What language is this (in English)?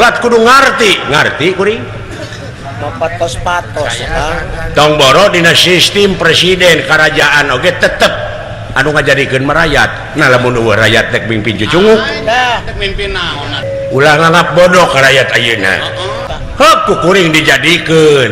Sundanese